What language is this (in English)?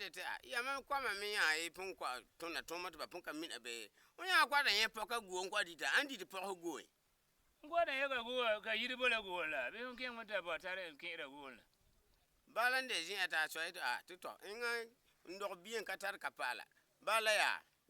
Frafra